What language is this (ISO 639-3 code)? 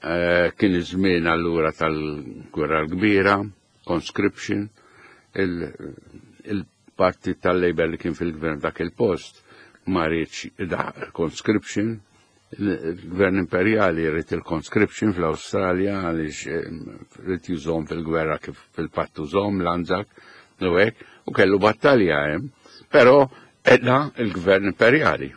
mlt